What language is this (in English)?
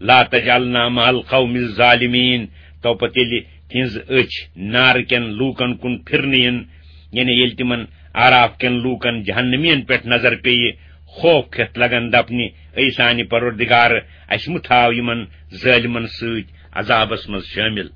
Kashmiri